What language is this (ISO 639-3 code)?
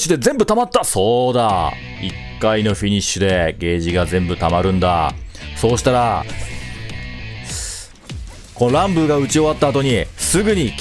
jpn